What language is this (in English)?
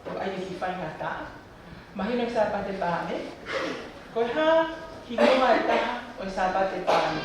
Tongan